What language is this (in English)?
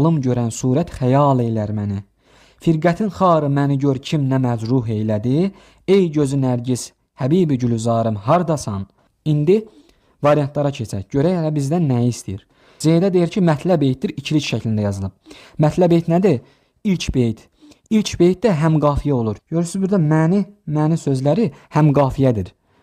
Azerbaijani